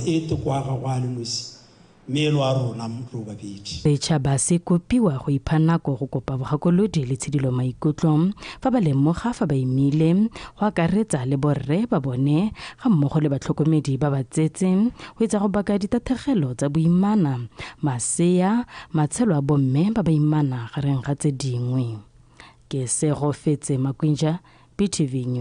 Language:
Tswana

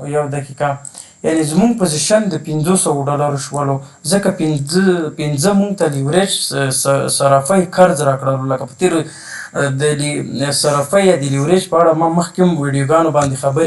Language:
Pashto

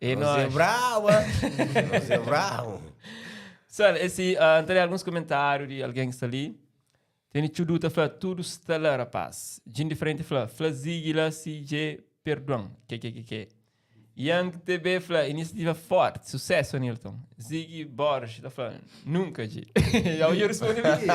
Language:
Kabuverdianu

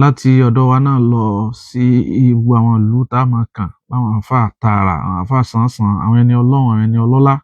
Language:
Yoruba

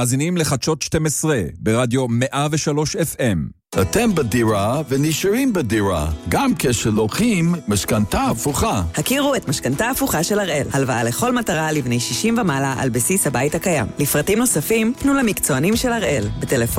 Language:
Hebrew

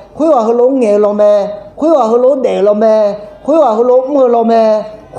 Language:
Akha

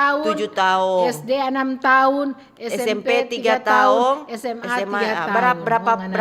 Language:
Manado Malay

